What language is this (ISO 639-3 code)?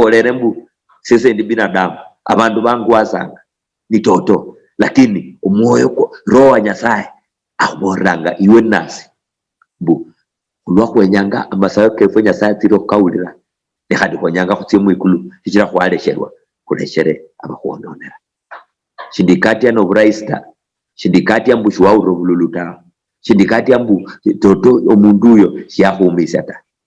luy